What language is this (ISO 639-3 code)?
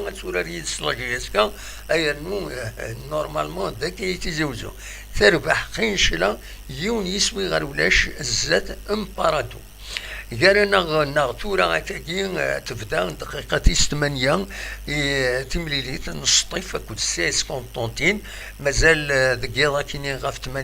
kab